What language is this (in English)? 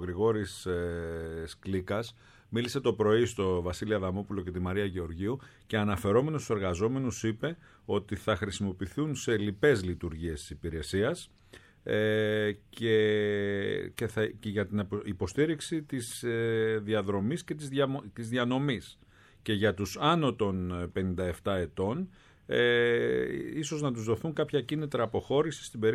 Greek